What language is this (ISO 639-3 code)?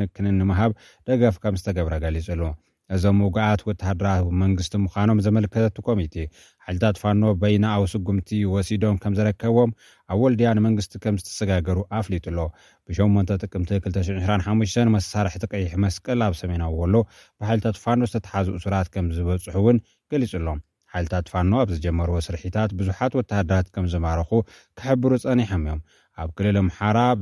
tir